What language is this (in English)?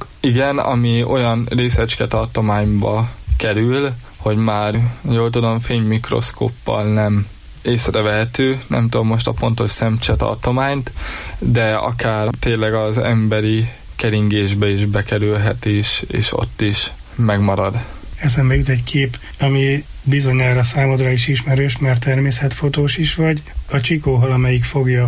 Hungarian